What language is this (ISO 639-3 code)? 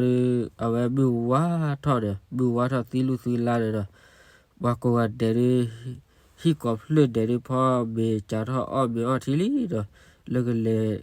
ksw